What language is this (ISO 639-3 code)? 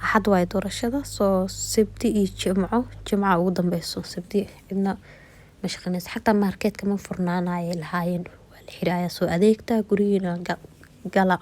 som